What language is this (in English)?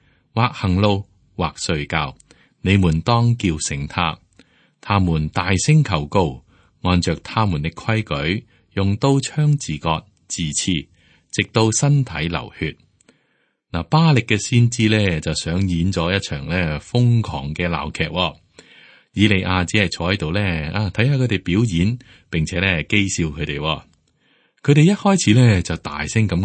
Cantonese